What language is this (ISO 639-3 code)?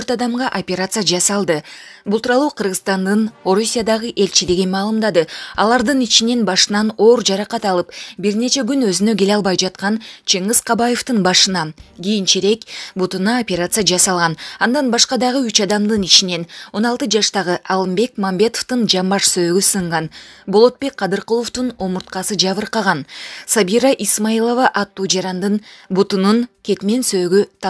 kir